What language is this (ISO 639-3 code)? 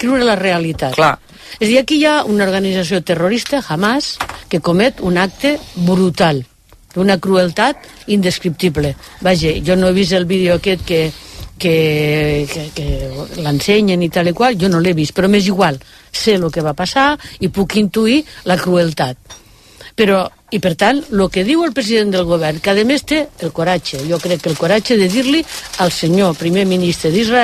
cat